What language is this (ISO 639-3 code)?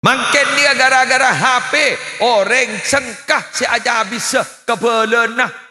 mad